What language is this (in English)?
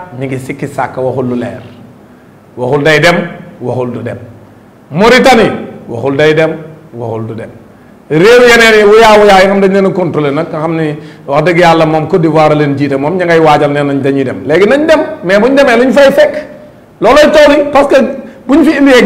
Wolof